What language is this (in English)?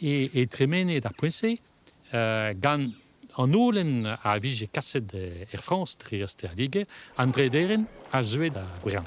Breton